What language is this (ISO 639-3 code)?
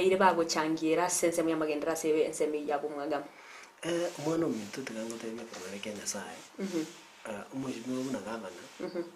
guz